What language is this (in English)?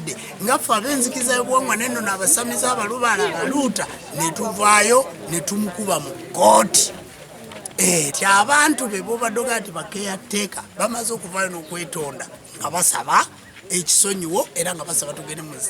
Ganda